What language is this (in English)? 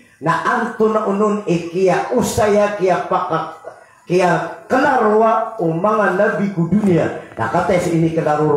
Maranao